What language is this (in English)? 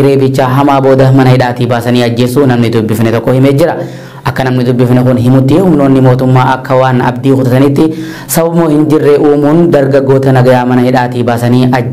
Oromo